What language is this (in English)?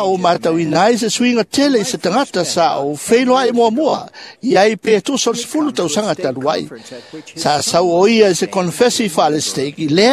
Samoan